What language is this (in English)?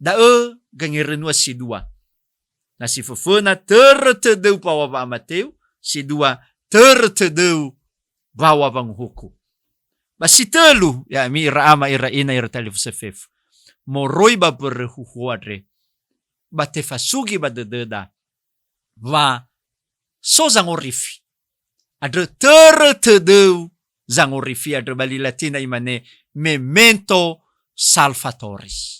Nias